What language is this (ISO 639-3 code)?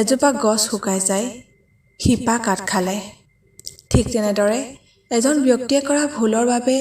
asm